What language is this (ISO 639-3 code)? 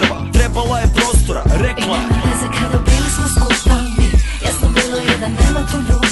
hrv